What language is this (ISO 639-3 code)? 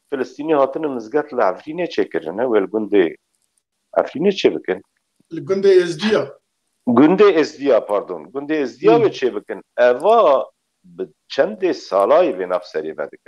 kur